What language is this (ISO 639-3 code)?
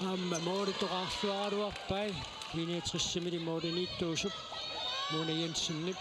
kal